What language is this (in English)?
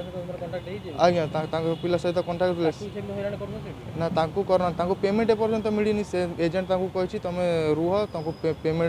Odia